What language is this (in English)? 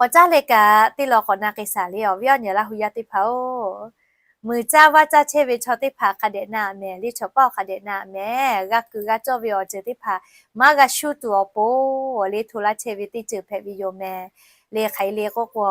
Lahu